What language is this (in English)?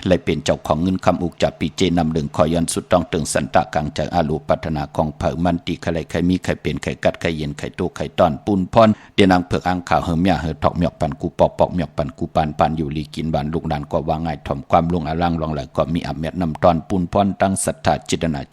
Shan